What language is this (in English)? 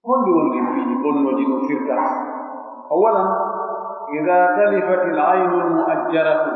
Pular